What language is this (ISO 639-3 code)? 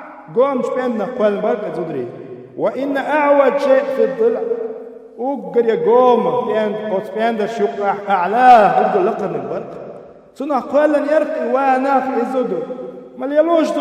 che